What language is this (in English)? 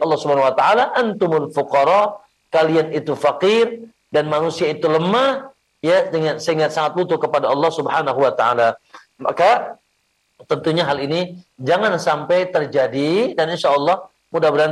Indonesian